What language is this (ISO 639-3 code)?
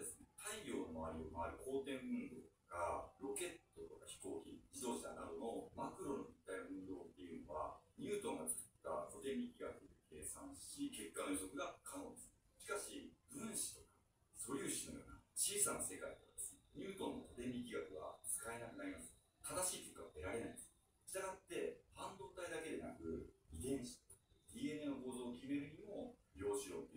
jpn